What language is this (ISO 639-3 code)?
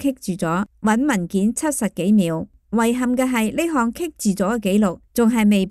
yue